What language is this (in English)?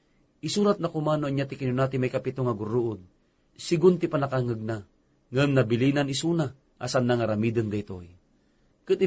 Iloko